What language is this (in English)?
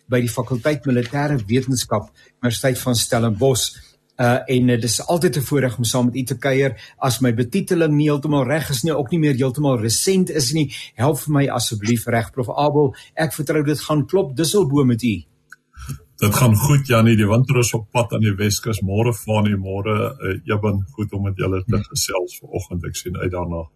Afrikaans